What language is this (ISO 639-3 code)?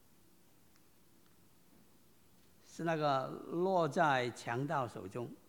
zho